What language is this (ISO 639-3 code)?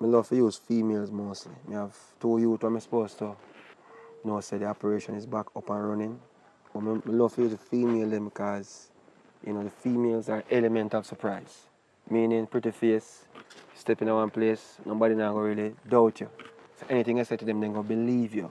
jam